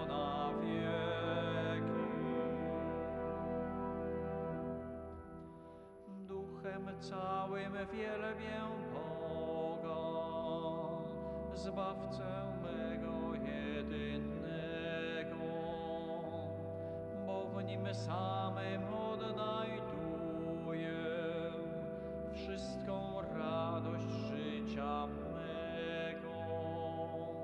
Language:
Polish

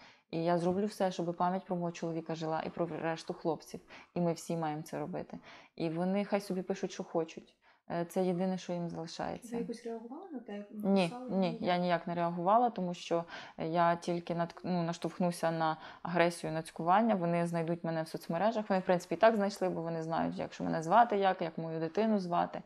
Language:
Ukrainian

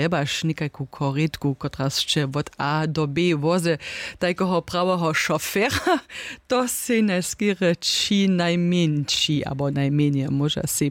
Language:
Upper Sorbian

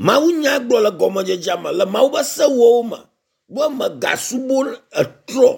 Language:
Ewe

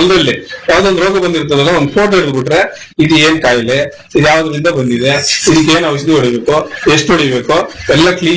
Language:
Kannada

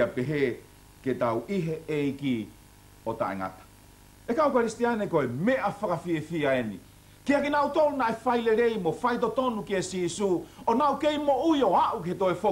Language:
Tongan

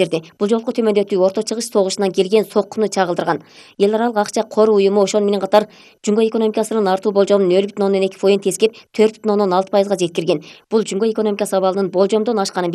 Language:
Kyrgyz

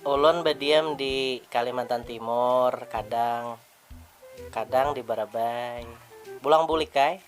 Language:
Banjar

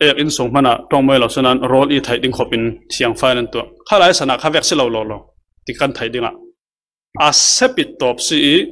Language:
Falam Chin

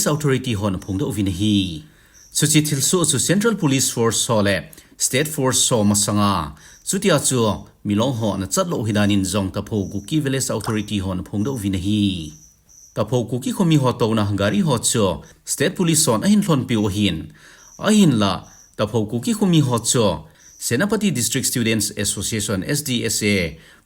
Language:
Thado Chin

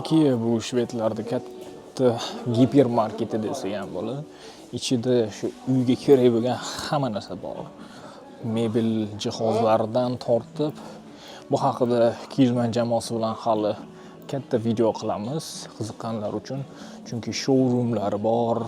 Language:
Uzbek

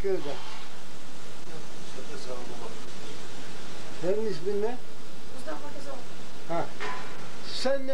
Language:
Turkish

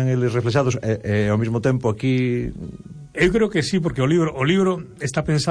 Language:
Galician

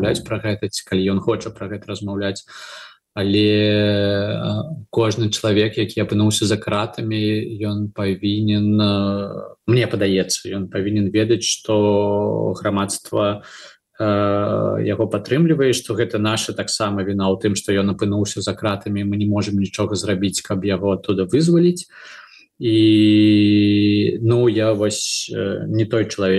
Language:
Belarusian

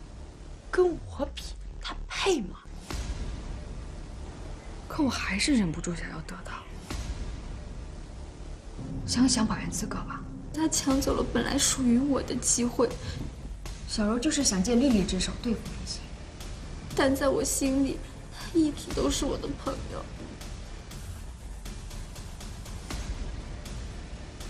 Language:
Chinese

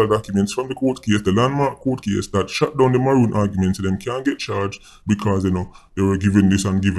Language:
Jamaican Creole English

